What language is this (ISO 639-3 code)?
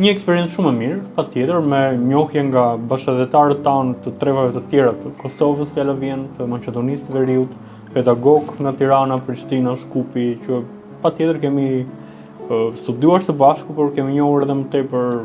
sqi